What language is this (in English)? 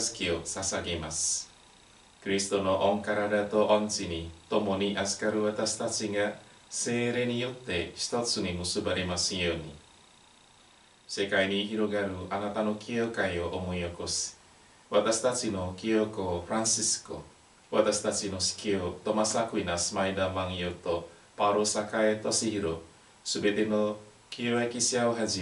Japanese